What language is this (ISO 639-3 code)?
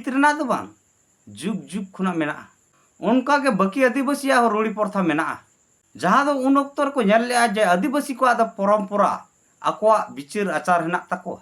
sat